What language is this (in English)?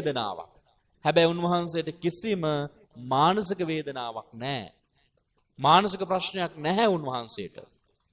Sinhala